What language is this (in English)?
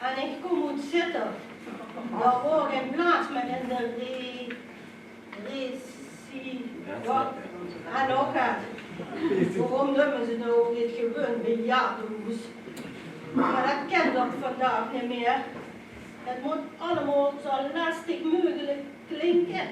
Limburgish